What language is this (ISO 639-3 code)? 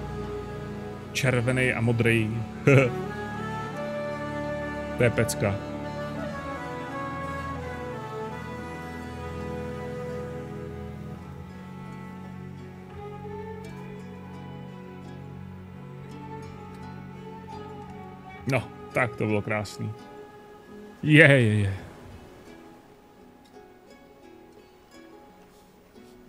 ces